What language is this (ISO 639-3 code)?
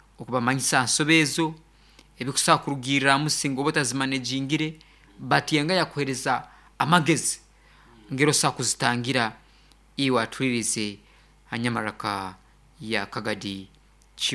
nyo